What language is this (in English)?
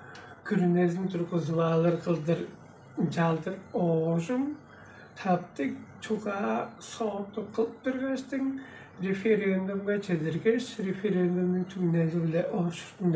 Tuvinian